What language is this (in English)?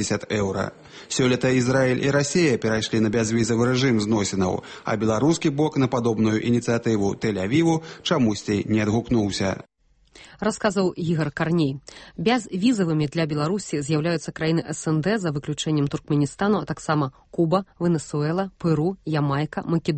Belarusian